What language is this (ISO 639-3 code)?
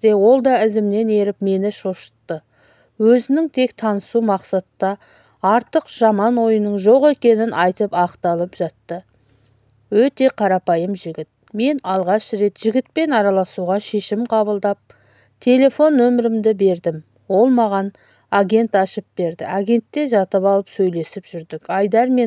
kaz